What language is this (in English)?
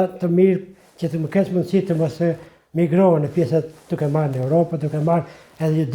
Albanian